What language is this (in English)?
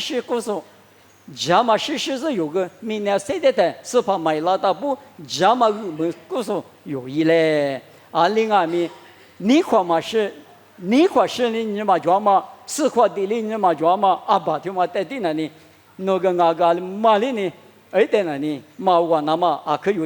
Lisu